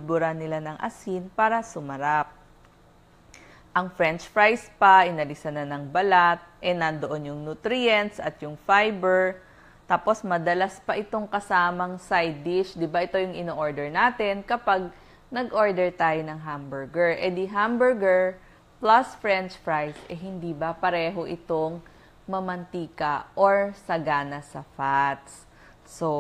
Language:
Filipino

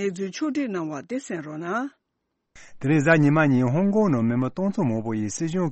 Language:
Tibetan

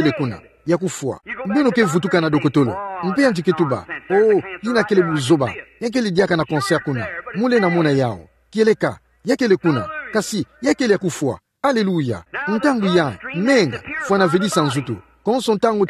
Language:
Kituba (Democratic Republic of Congo)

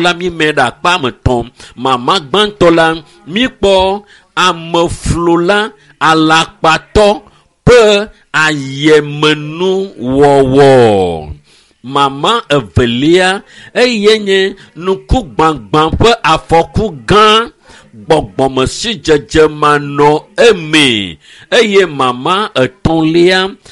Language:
Ewe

